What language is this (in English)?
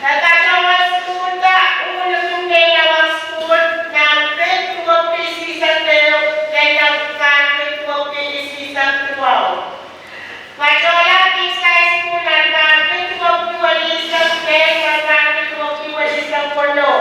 Pohnpeian